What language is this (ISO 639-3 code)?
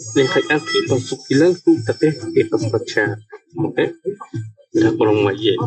poh